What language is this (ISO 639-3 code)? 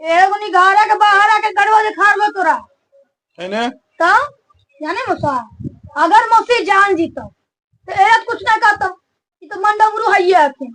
mag